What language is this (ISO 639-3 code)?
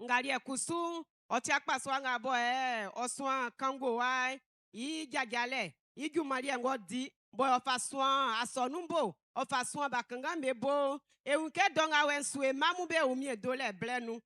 bci